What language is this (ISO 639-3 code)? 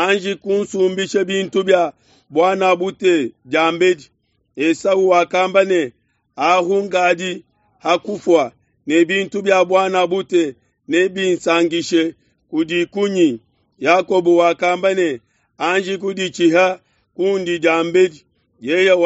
lua